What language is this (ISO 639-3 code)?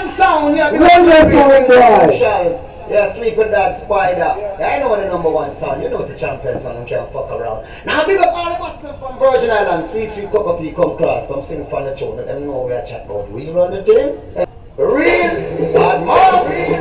jam